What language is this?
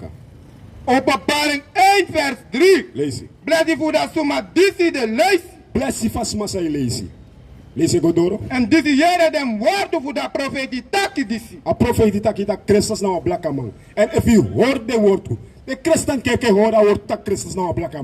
Sranan Tongo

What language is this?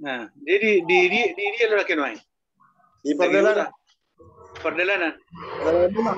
Batak Toba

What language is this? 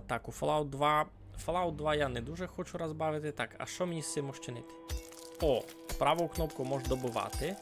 Rusyn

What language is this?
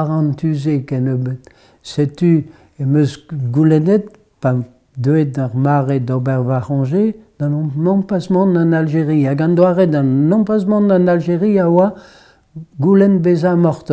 Breton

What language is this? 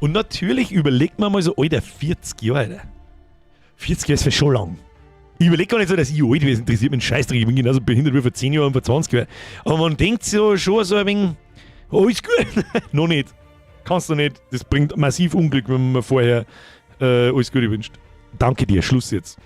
Bavarian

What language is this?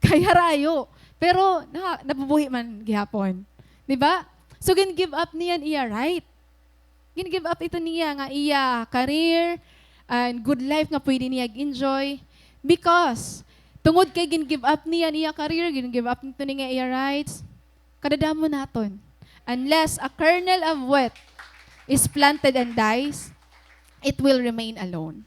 Waray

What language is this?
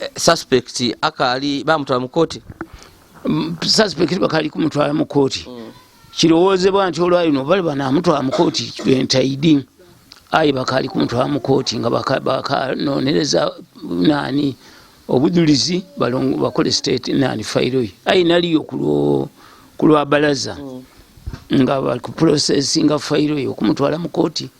Ganda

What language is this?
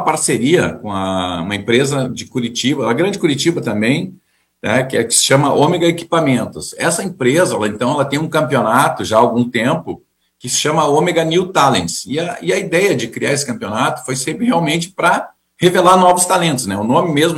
Portuguese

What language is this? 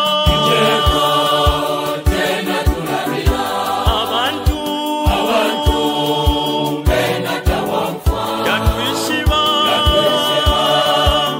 Bemba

